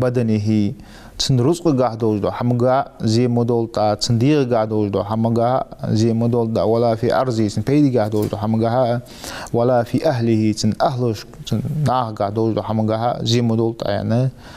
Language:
Ingush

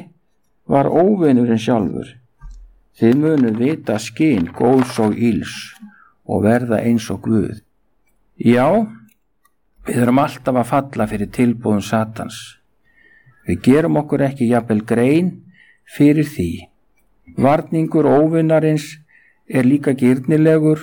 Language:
Icelandic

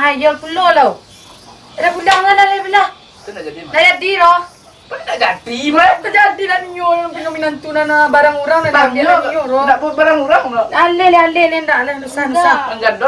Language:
Minangkabau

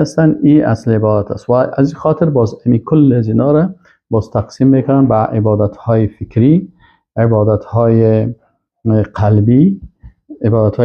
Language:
Persian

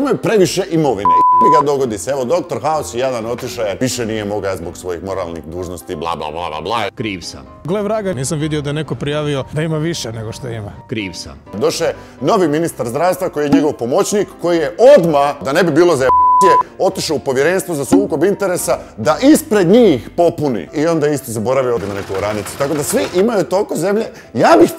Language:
Croatian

